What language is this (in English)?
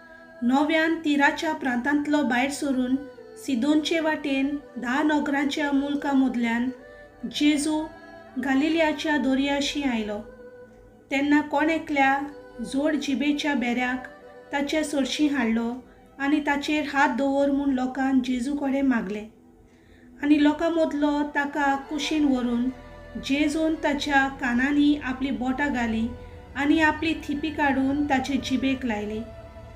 Konkani